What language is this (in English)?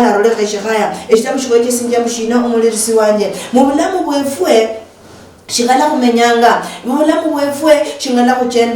Luyia